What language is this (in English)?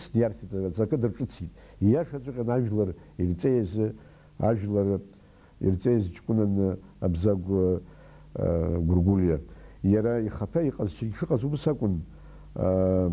Abkhazian